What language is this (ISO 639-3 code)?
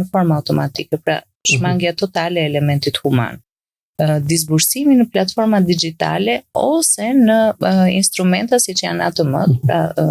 sqi